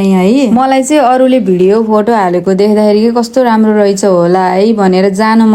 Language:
Nepali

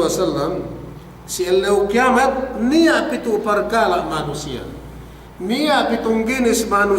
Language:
Yakan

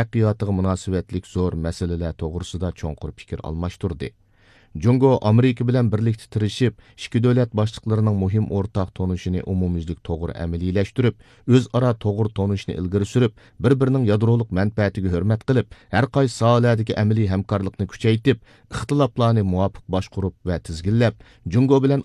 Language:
Uyghur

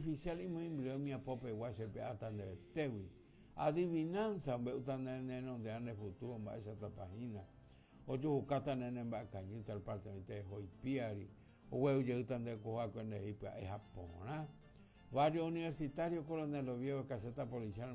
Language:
Guarani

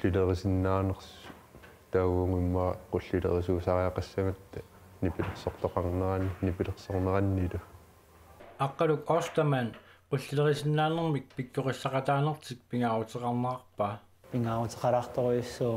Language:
Kalaallisut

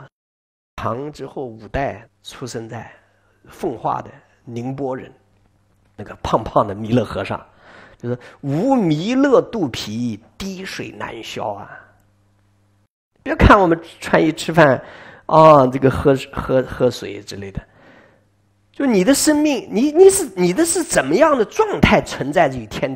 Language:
Chinese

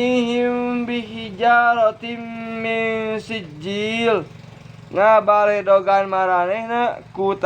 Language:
Sundanese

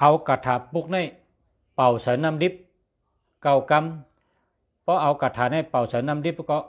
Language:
Shan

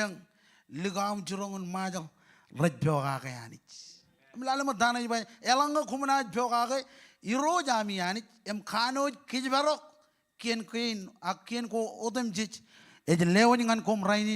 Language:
Marshallese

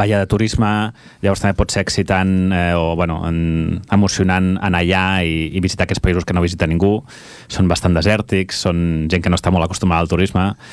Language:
Catalan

